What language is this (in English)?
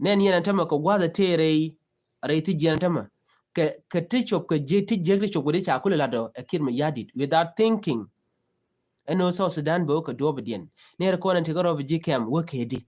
Nuer